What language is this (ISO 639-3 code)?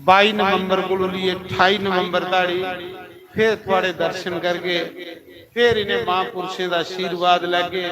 doi